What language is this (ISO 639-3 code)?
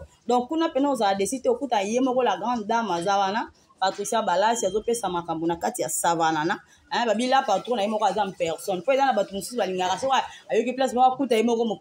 lin